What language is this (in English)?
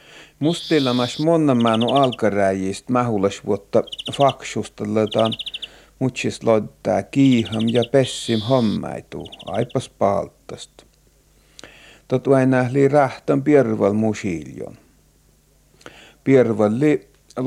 Finnish